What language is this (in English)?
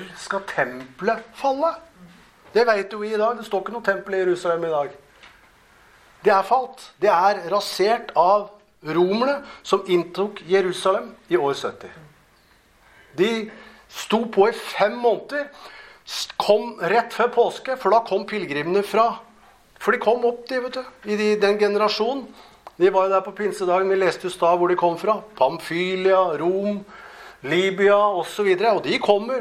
Norwegian